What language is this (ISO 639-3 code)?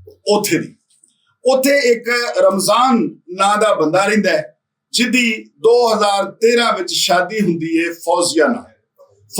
lah